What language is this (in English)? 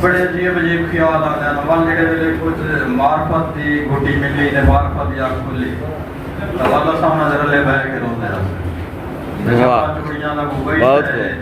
Saraiki